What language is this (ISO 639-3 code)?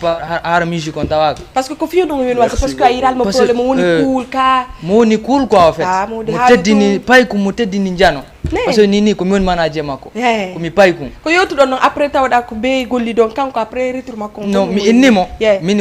ful